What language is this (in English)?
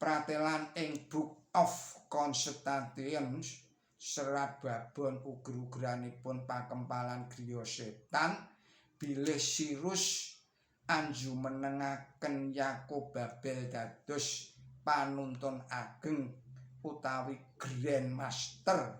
Javanese